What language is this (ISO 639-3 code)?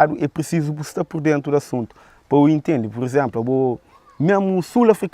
kea